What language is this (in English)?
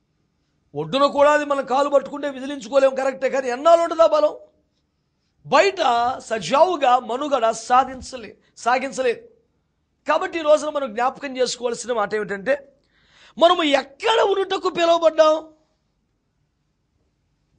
Telugu